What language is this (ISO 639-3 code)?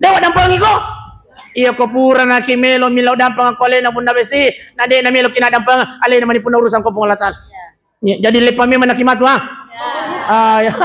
bug